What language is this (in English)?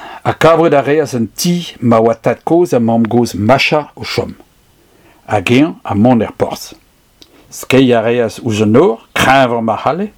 Breton